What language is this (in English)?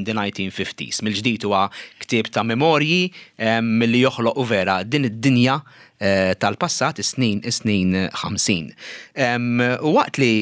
Maltese